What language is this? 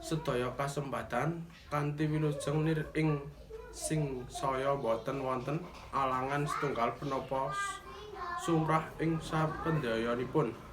Javanese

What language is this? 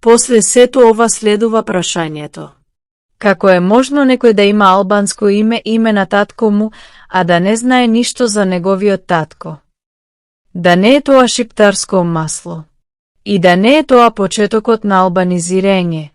Macedonian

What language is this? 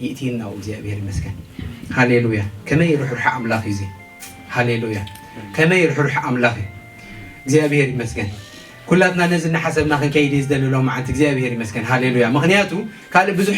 Tigrinya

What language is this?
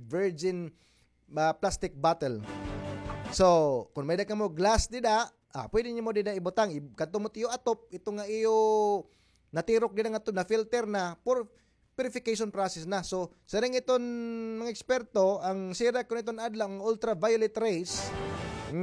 Waray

